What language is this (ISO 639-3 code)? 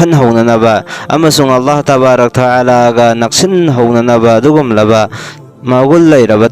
mni